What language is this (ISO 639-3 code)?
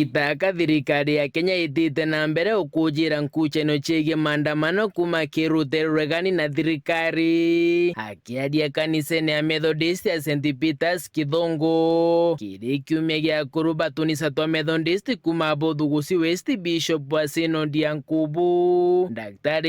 mer